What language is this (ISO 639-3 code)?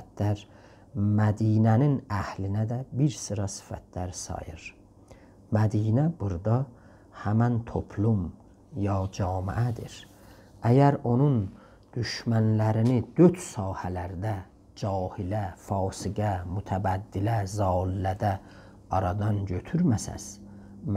azb